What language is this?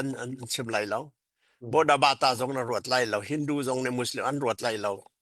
Hakha Chin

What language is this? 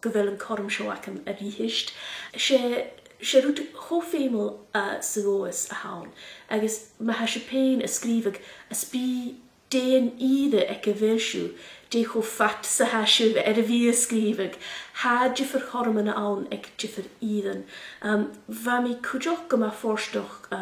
Scottish Gaelic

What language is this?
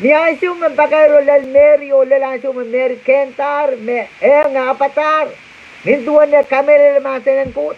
Pohnpeian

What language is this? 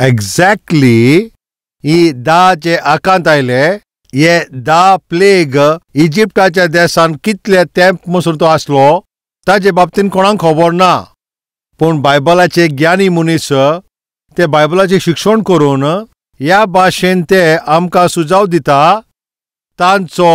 Konkani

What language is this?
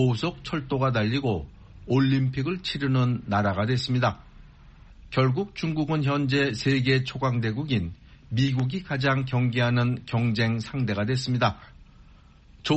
Korean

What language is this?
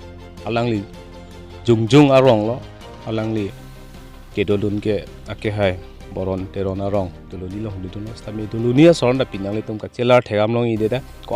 Karbi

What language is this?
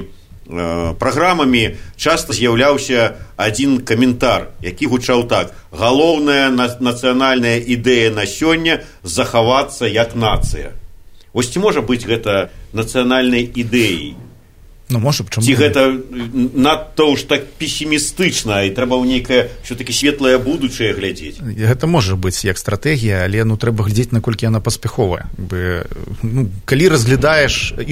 Belarusian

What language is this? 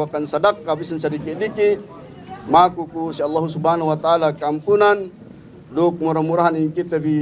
Yakan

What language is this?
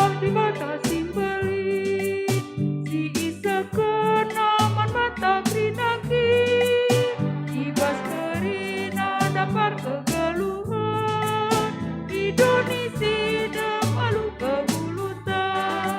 Batak Karo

